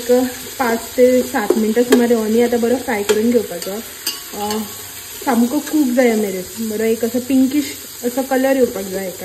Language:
Konkani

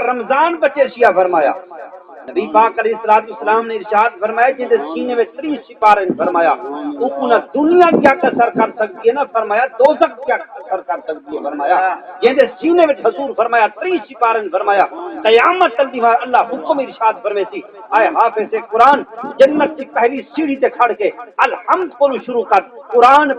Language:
Saraiki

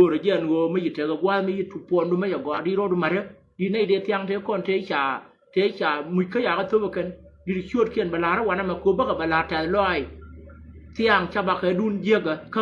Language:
Nuer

